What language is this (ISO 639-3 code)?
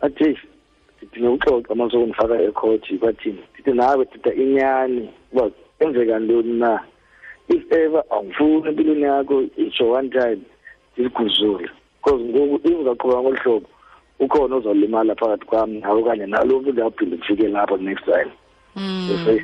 xho